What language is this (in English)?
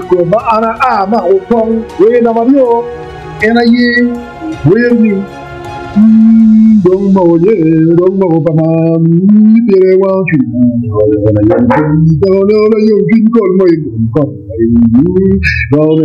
Acoli